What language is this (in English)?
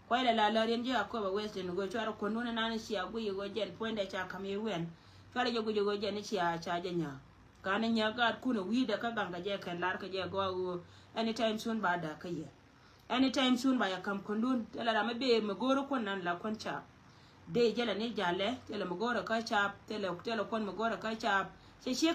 Nuer